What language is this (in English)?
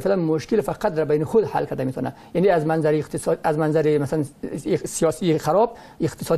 Persian